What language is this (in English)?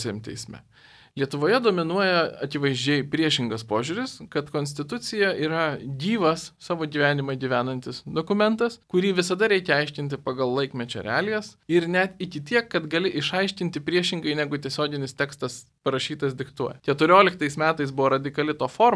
Lithuanian